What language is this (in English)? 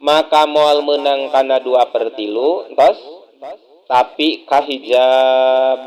Sundanese